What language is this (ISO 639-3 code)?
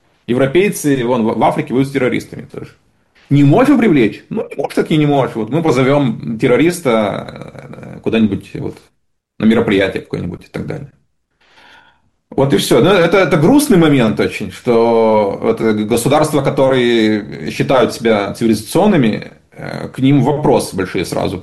rus